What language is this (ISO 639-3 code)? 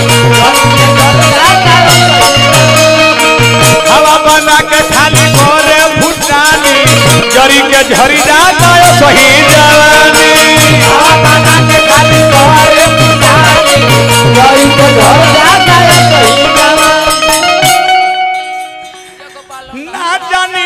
bho